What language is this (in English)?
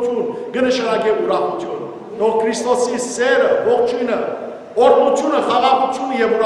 Western Armenian